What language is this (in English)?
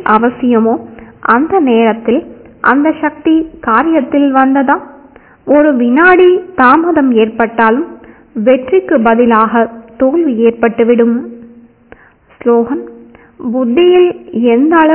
Tamil